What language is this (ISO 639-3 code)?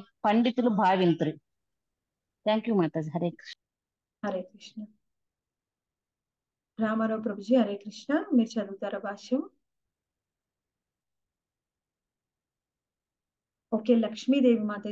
tel